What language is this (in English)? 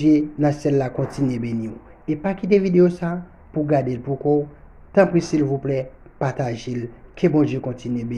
Haitian Creole